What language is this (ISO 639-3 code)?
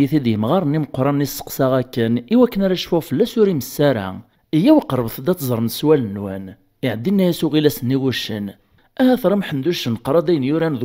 kab